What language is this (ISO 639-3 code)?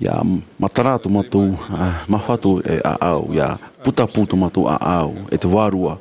tah